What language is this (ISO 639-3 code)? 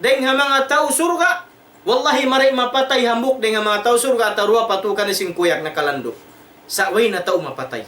tsg